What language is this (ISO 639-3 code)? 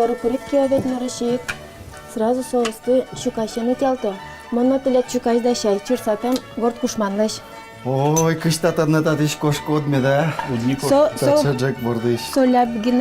udm